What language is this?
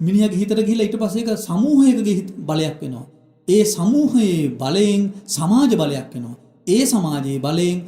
Sinhala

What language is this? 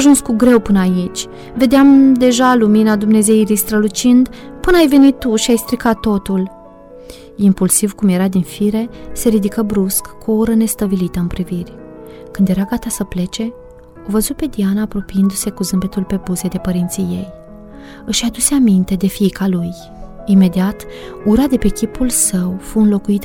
Romanian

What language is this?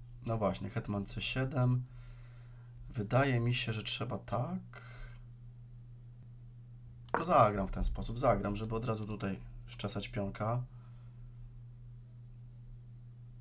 Polish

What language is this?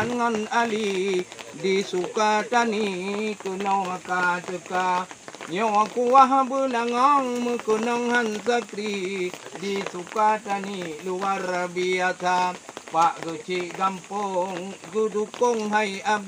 Achinese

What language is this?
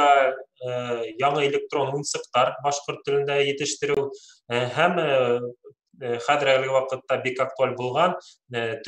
Bashkir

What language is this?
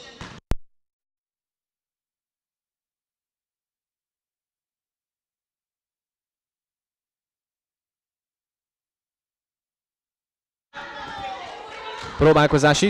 Hungarian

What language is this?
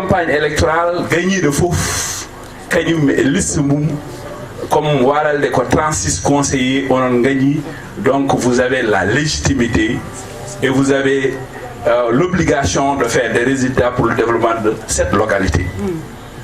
Fula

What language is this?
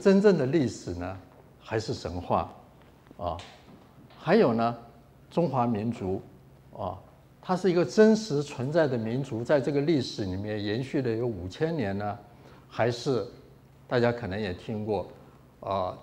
Chinese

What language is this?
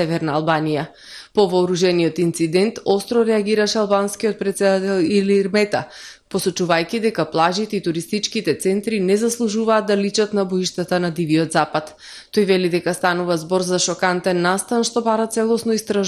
Macedonian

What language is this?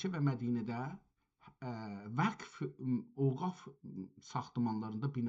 South Azerbaijani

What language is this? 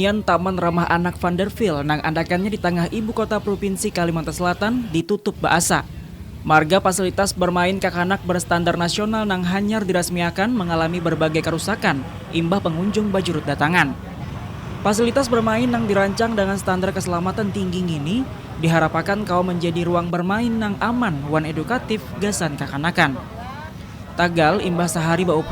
Banjar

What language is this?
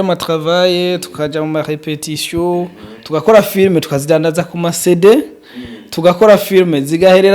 Rundi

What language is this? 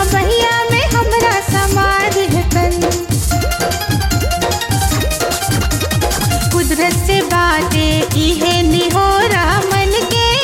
Bhojpuri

